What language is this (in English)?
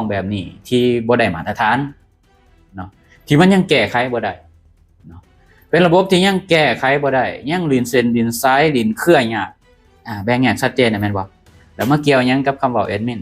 Lao